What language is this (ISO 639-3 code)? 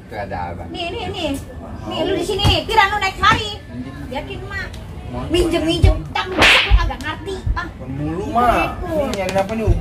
bew